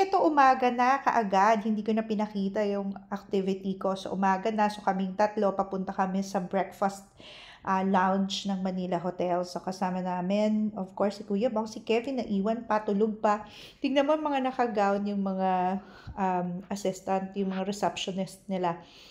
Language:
Filipino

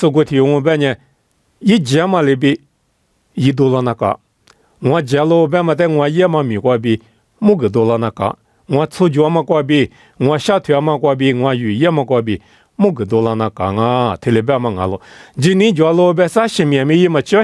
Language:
Lisu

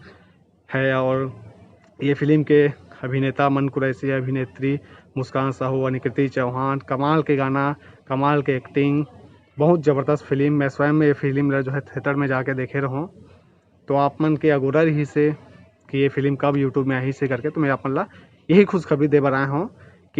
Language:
Chhattisgarhi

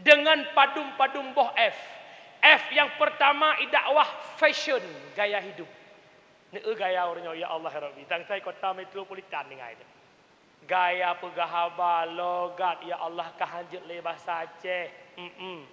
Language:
Achinese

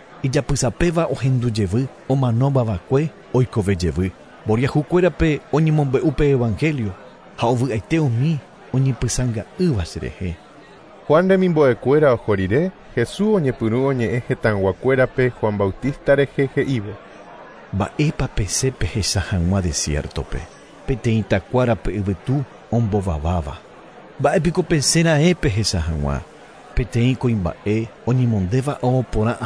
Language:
Guarani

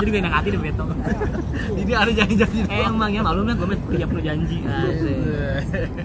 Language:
Betawi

